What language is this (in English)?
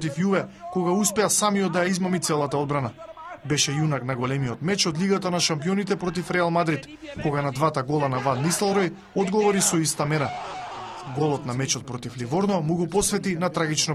Macedonian